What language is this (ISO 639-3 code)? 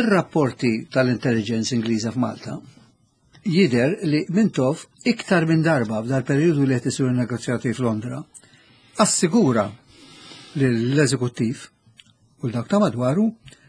mlt